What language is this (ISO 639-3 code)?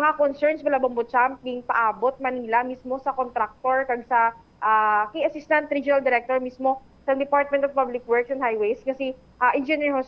hil